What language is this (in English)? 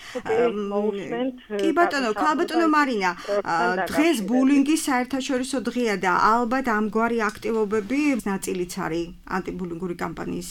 Georgian